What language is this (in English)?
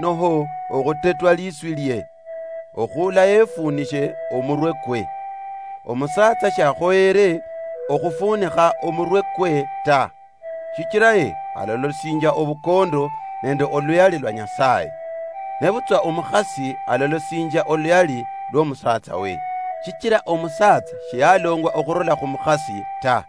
Luyia